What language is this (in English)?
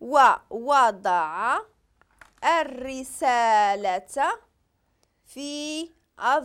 Moroccan Arabic